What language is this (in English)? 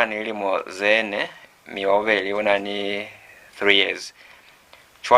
Lozi